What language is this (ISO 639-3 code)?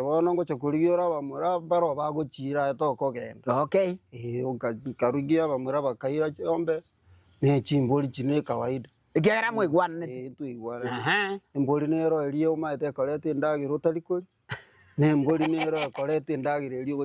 guz